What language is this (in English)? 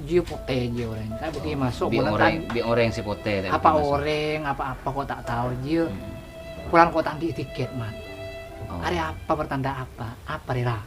Madurese